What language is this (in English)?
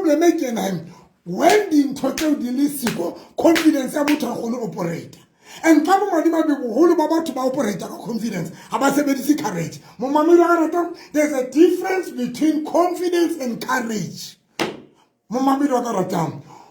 Southern Sotho